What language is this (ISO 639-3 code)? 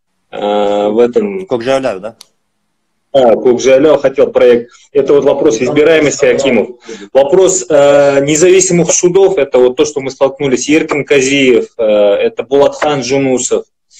rus